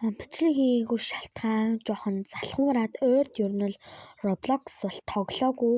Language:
Mongolian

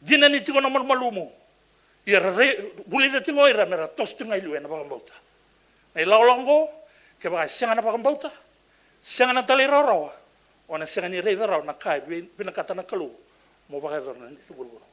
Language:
Fijian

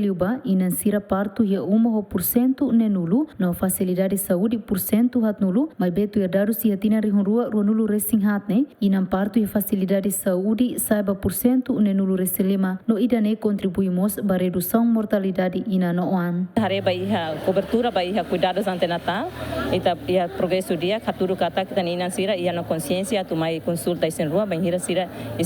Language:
Tetum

